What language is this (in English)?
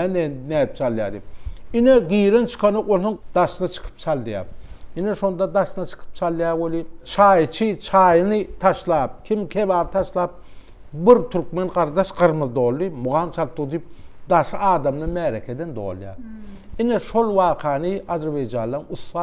Turkmen